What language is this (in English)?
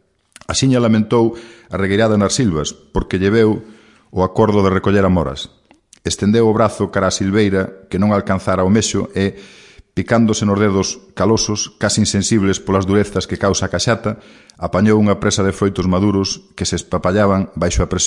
Galician